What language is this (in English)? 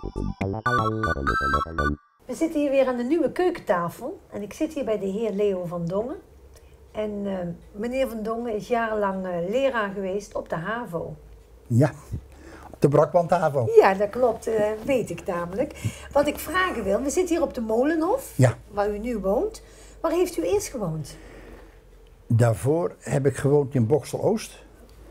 Dutch